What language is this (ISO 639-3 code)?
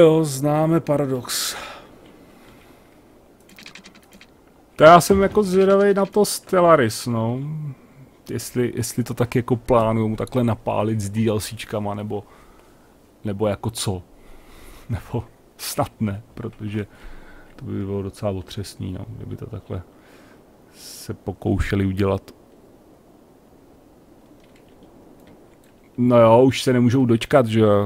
ces